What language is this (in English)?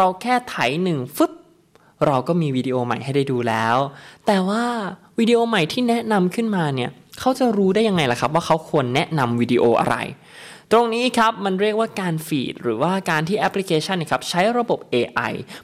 Thai